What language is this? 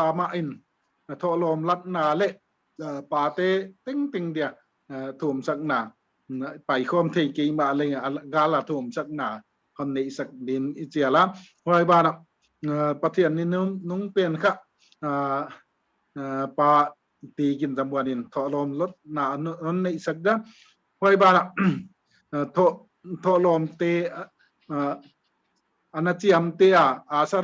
Paite Chin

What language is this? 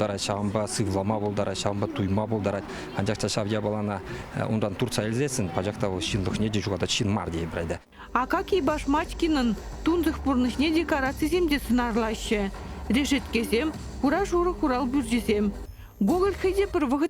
Chuvash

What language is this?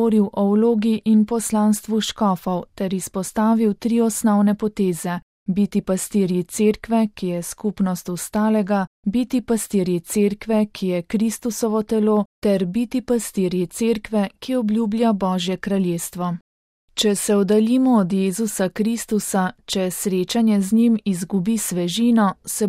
Slovenian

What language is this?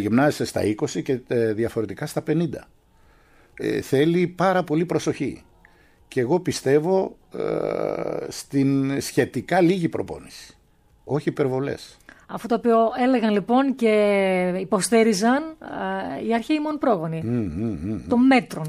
Greek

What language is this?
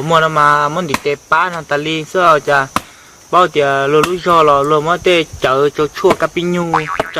Hmong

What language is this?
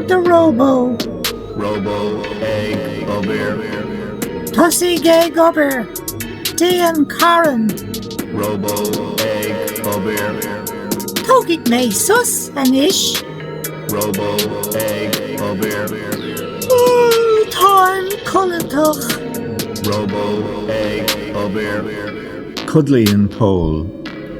Irish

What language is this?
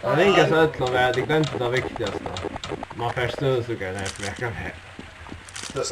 Faroese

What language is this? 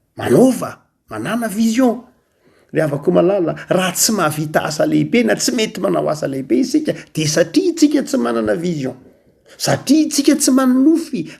Malagasy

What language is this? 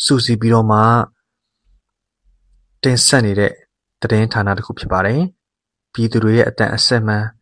Burmese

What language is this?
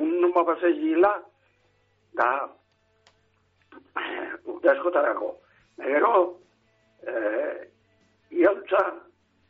Basque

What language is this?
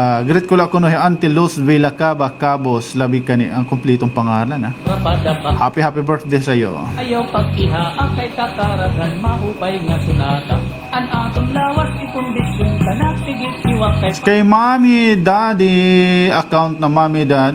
Waray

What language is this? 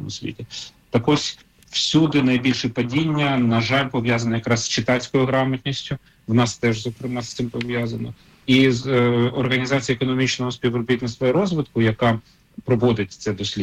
Ukrainian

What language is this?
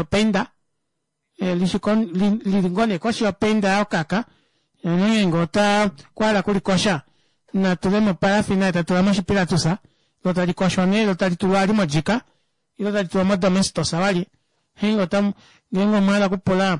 Kuanyama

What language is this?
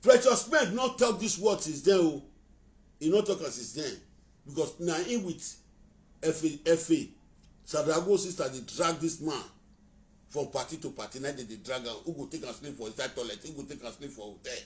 Nigerian Pidgin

